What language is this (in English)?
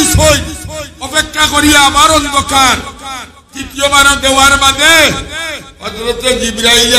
Sylheti